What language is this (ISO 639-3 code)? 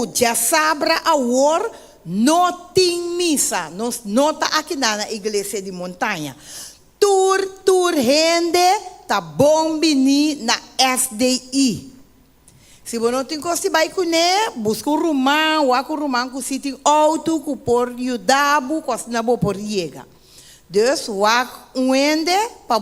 pap